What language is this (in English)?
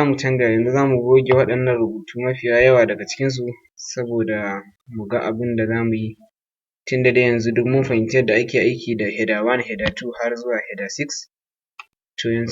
Hausa